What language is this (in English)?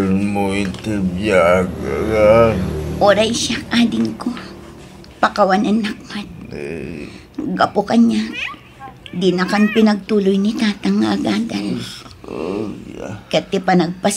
Iloko